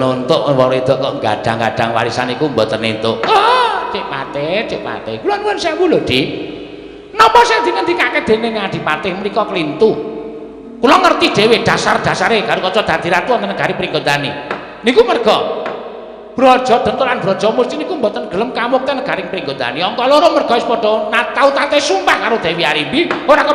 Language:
Javanese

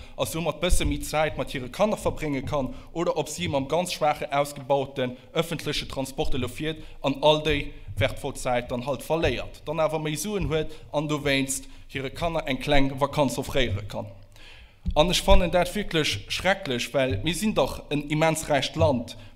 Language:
Luxembourgish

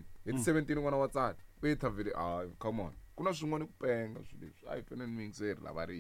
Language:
Tsonga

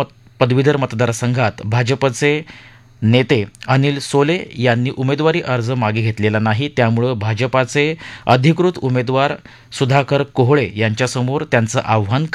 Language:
Marathi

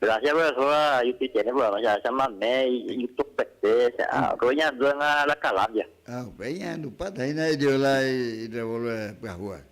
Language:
Guarani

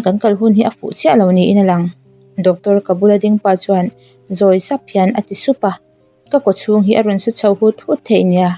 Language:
Mizo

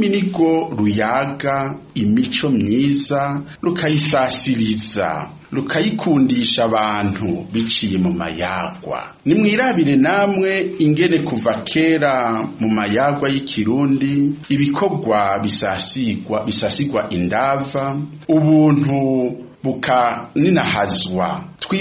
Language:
Rundi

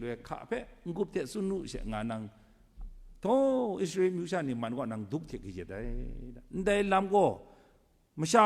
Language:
Kachin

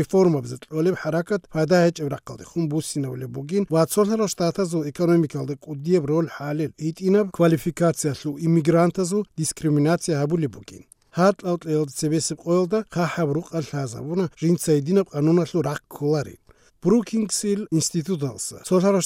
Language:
Avaric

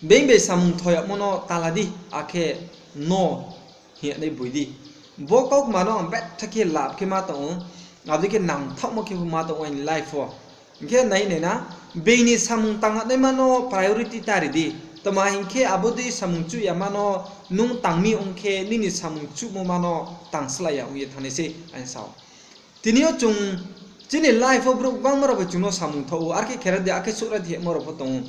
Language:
Riang (India)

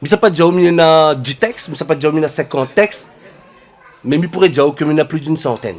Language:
Réunion Creole French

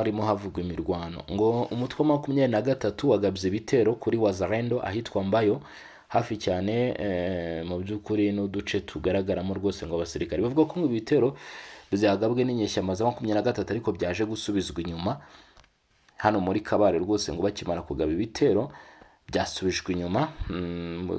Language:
Kinyarwanda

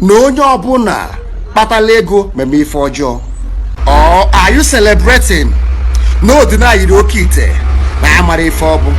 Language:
Igbo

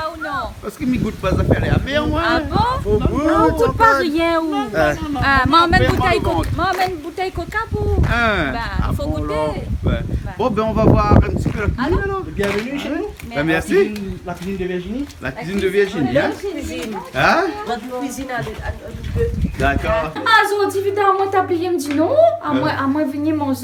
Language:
Réunion Creole French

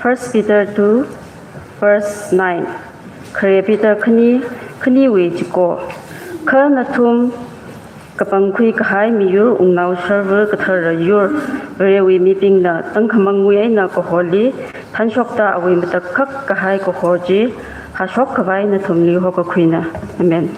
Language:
Tangkhul Naga (India)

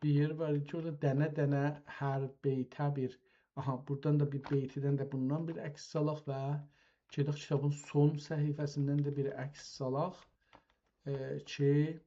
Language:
South Azerbaijani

